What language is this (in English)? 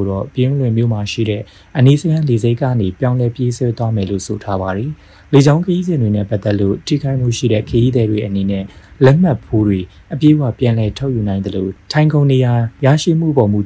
Burmese